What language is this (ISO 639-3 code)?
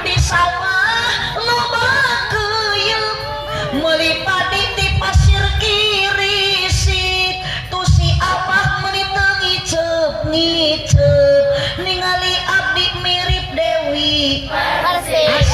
sun